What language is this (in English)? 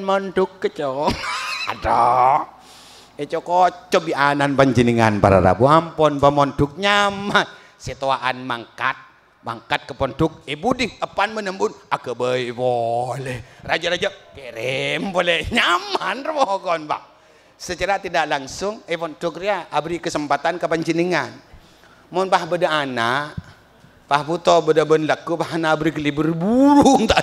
Madurese